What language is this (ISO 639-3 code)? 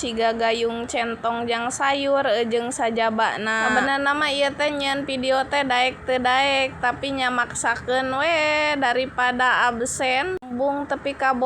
sun